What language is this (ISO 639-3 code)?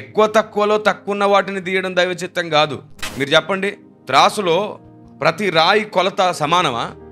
tel